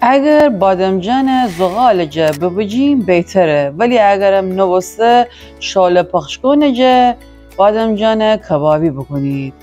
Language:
Gilaki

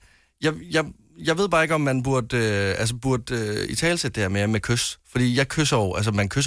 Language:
Danish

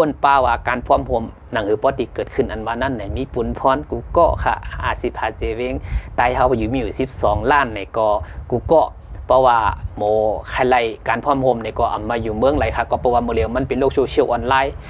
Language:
Shan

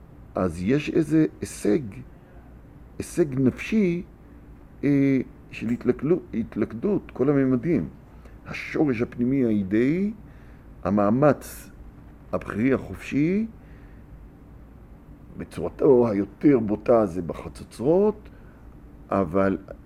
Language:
Hebrew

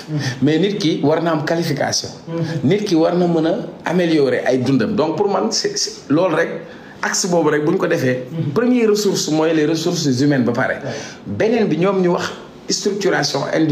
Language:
Wolof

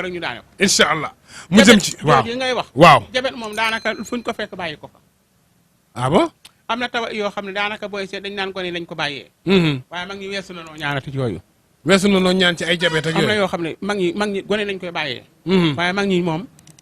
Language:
Wolof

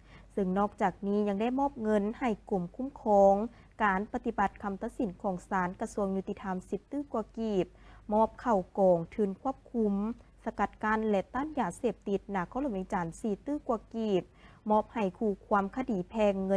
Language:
Lao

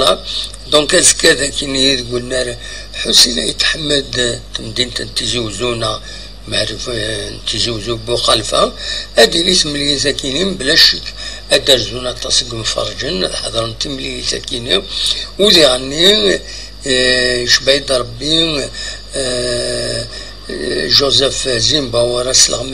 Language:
Kabyle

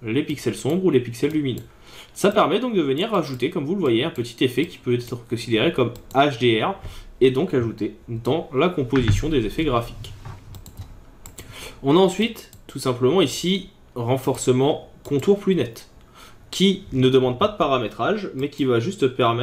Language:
French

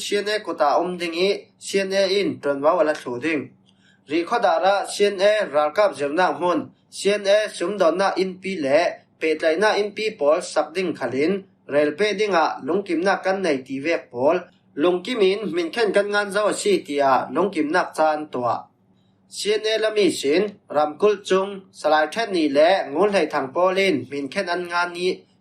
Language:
Falam Chin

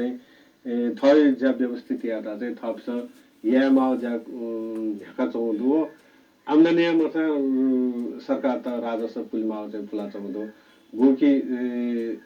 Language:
Newari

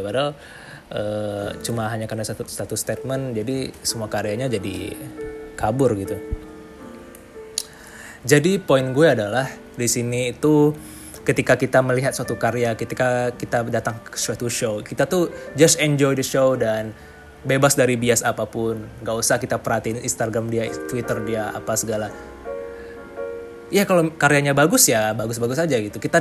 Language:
Indonesian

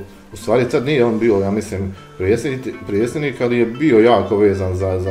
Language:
Bosnian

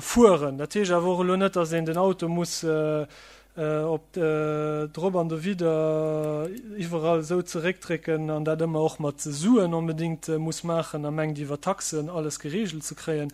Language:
Luxembourgish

